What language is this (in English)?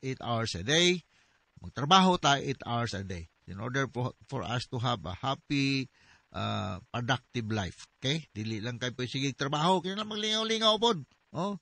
Cebuano